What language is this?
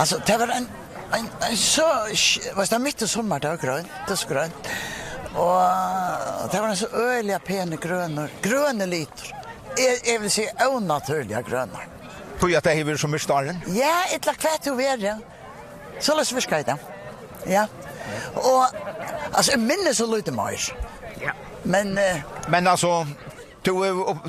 Faroese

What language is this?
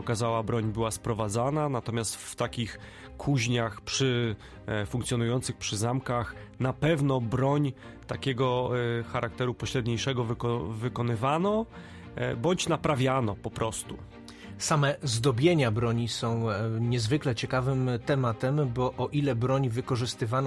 Polish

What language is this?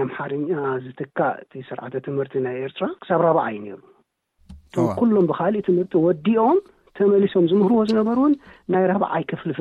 Tigrinya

